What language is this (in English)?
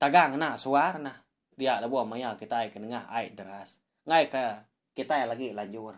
Iban